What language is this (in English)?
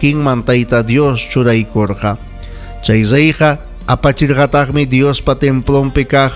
Ayacucho Quechua